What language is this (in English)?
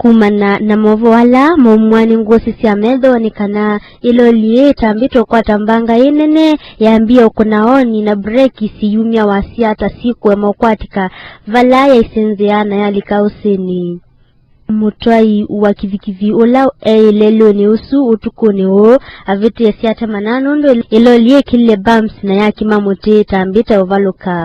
Kamba